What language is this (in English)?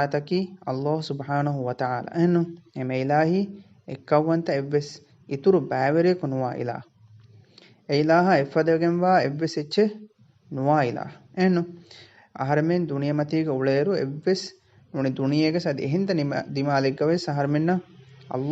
Divehi